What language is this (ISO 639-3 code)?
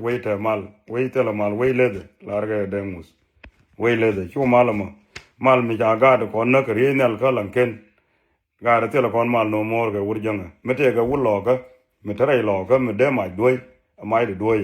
nus